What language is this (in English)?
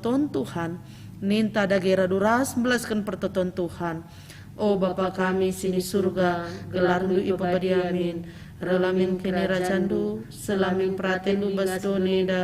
Batak Karo